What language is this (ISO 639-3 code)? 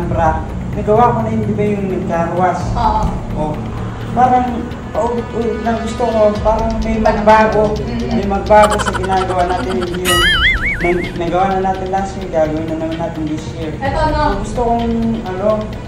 fil